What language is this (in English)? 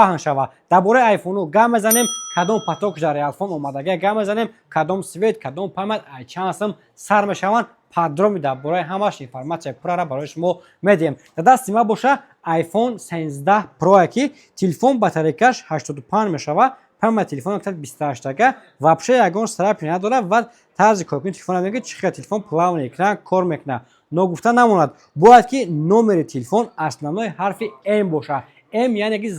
Tajik